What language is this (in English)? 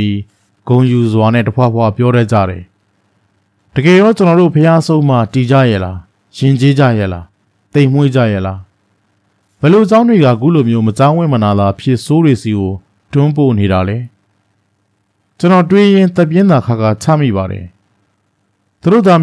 Burmese